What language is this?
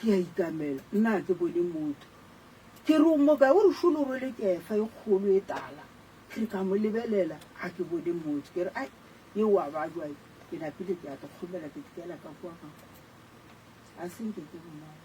Northern Sotho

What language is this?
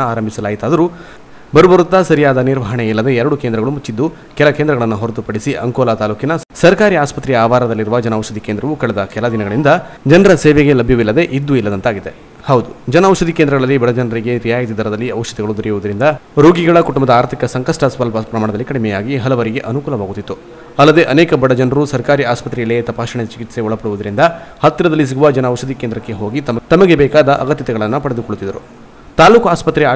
Kannada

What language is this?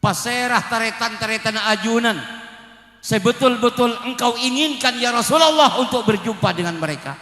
Madurese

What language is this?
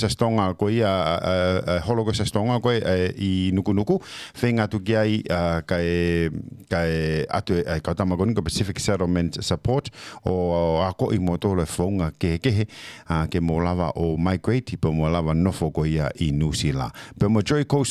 Tongan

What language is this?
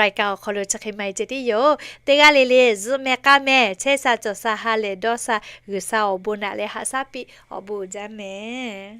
Lahu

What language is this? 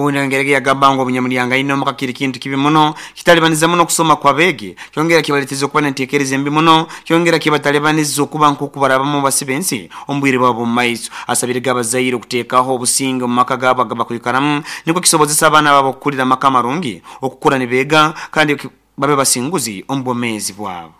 Nyoro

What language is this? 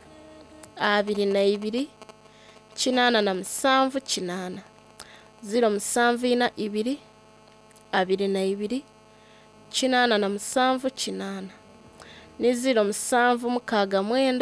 Soga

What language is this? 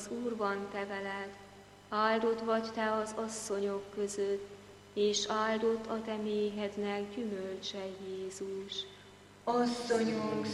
Hungarian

